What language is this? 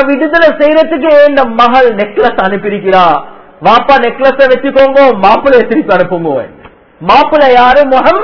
Tamil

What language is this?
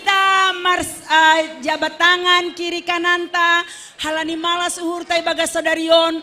Batak Simalungun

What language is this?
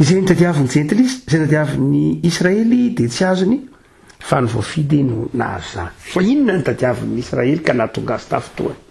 Malagasy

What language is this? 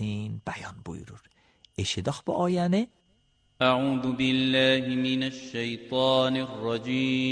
Azerbaijani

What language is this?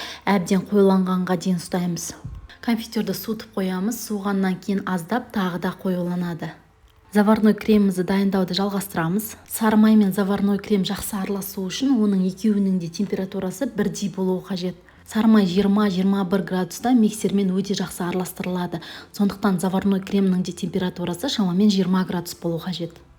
Kazakh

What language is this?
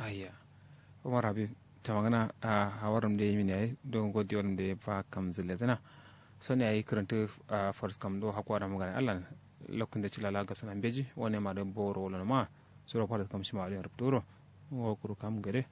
Kanuri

